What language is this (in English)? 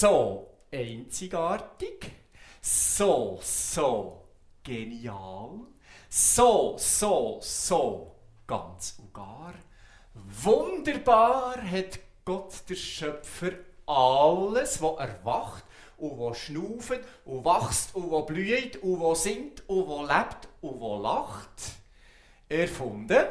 Swiss German